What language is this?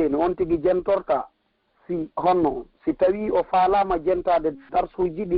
Pular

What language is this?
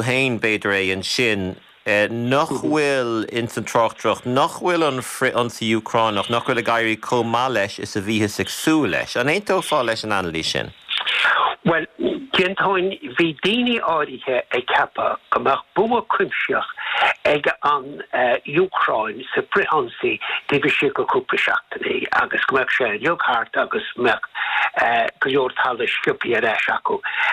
Irish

